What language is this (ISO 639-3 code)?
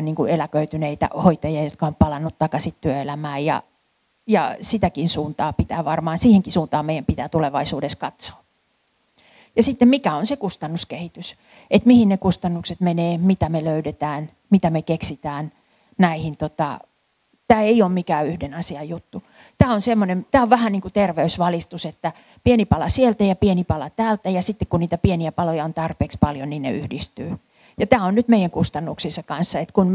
fin